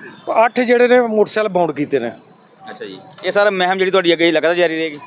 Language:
Punjabi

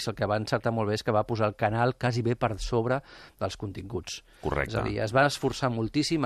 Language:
Catalan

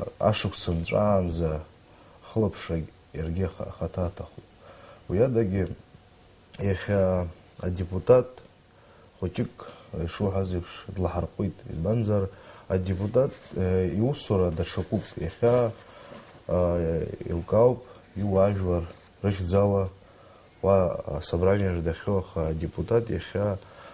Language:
Abkhazian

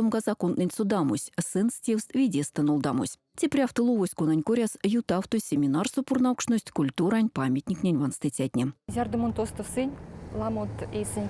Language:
Erzya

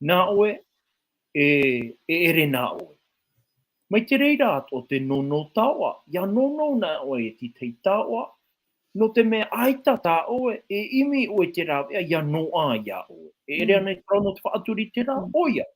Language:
Tahitian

